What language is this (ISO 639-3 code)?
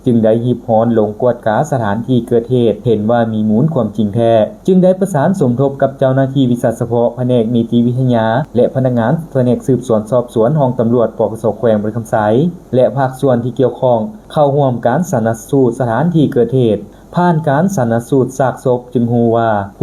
lao